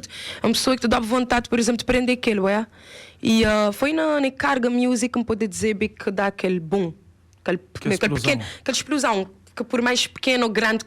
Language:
Kabuverdianu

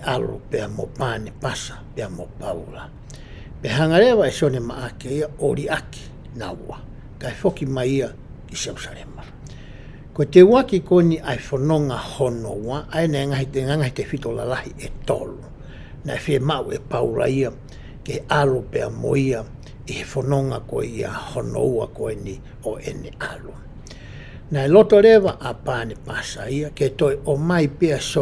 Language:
Tongan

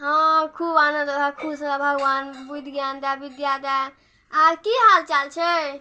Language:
Maithili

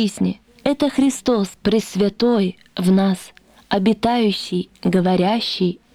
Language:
Russian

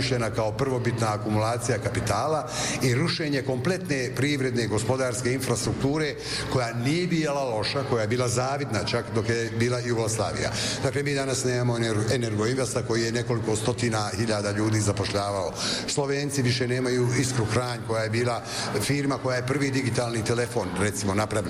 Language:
Bosnian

